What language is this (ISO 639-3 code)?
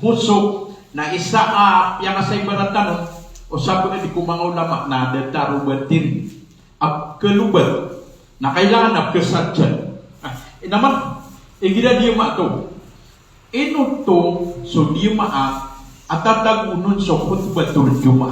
mrw